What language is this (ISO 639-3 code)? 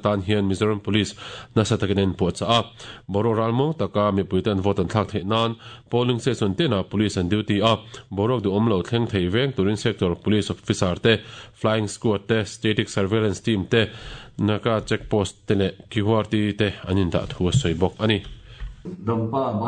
lus